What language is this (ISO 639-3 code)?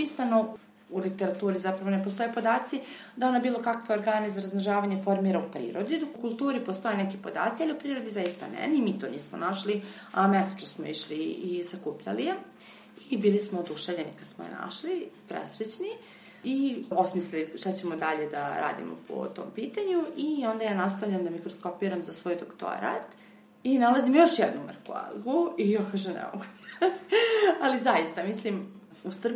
srp